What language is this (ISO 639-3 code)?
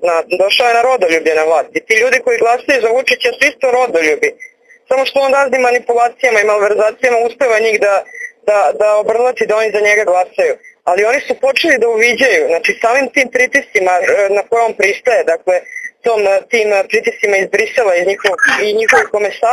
srp